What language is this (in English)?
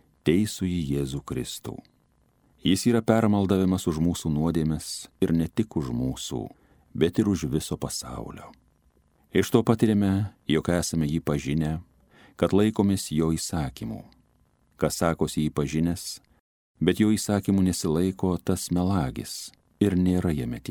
Lithuanian